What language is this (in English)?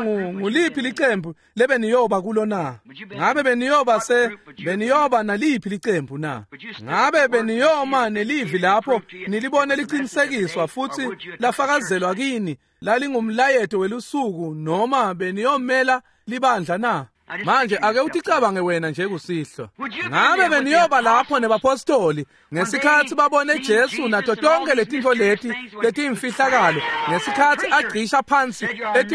Swati